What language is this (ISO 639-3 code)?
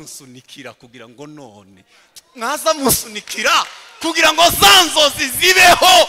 kin